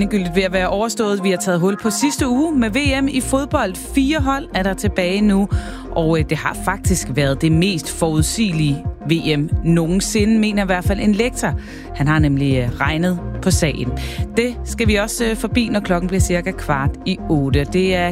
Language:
Danish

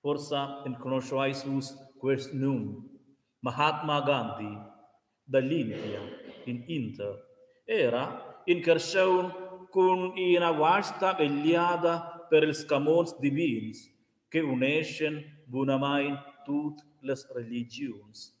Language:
Romansh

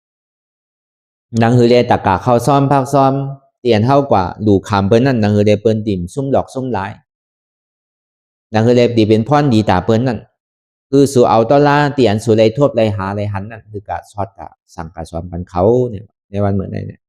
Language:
Shan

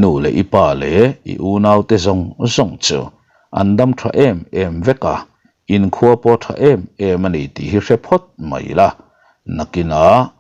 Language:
Mizo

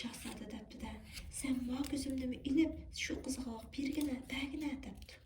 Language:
Uyghur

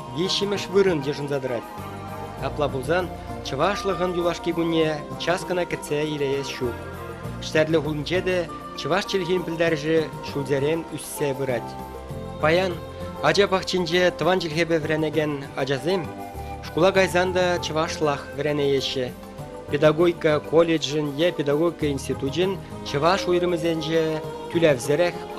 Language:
Chuvash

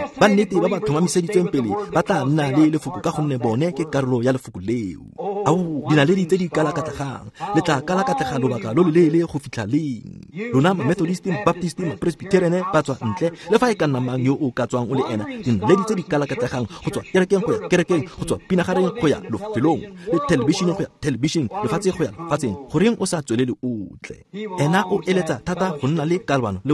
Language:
Tswana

